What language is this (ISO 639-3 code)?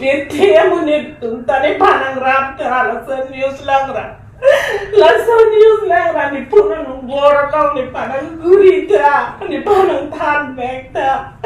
mjw